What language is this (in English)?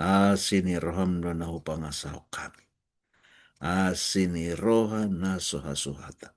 Batak Toba